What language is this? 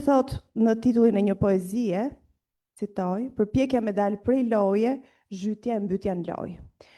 Albanian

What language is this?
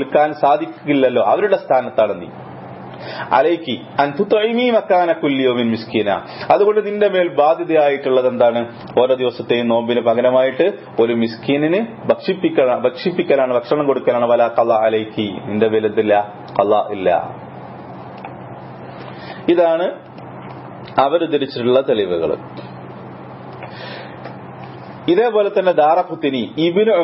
Malayalam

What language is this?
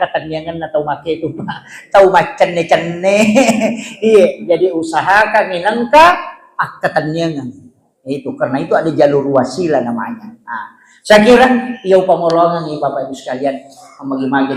Buginese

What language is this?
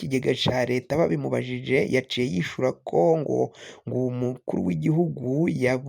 Rundi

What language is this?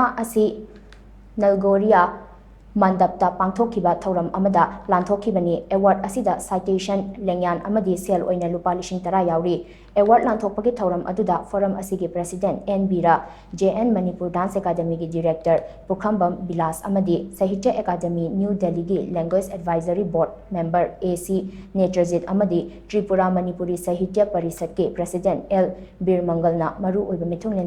Manipuri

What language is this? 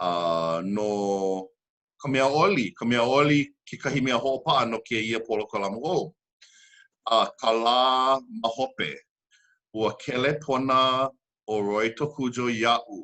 Hawaiian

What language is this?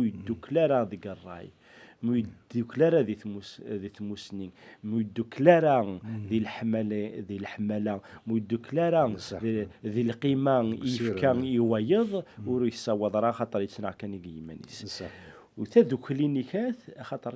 Kabyle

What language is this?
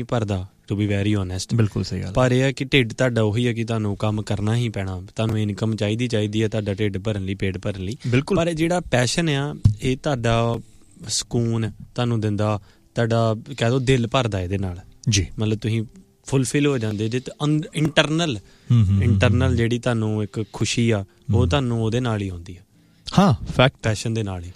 Punjabi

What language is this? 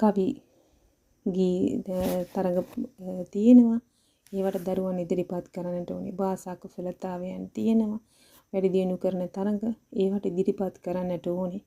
Sinhala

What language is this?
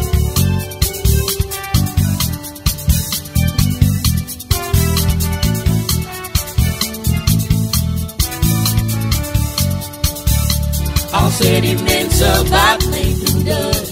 Afrikaans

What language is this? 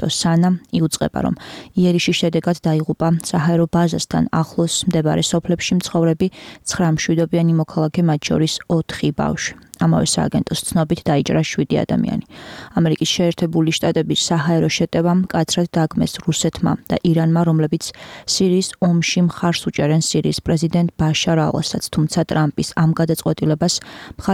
Georgian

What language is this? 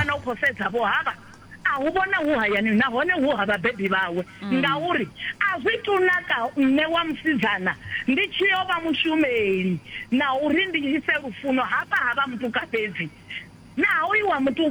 Venda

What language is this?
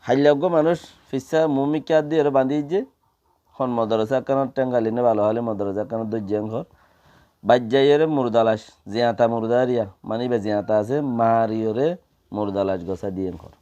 Rohingya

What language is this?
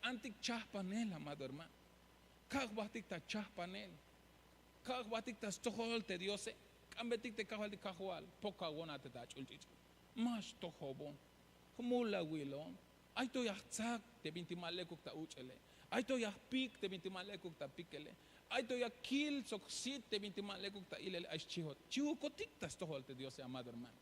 Tzeltal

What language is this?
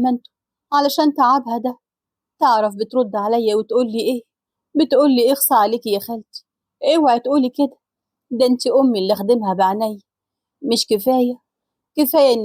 Egyptian Arabic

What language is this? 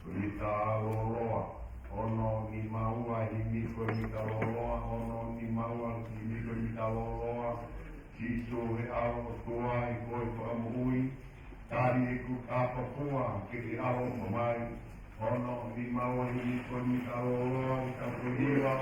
Tongan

